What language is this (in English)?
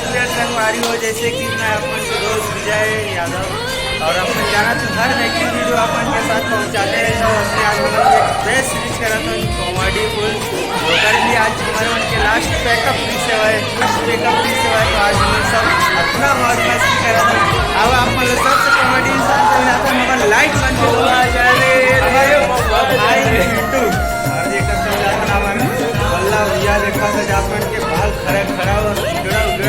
Chhattisgarhi